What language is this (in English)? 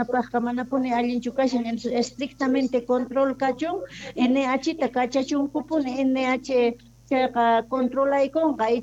Quechua